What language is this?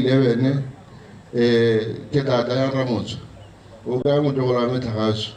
Tswana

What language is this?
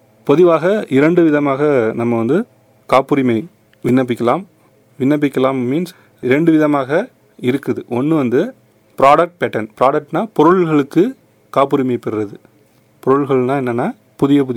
Tamil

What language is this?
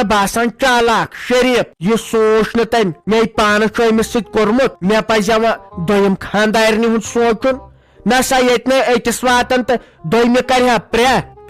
Kashmiri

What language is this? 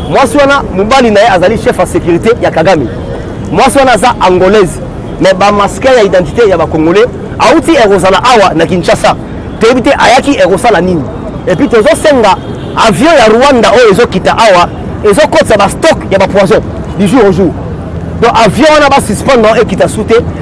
Lingala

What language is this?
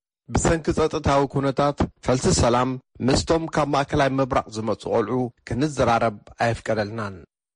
Tigrinya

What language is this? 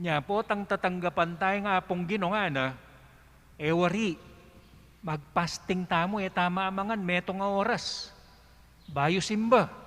Pampanga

